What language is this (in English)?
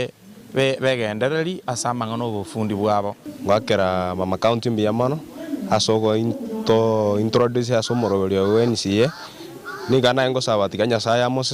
Gusii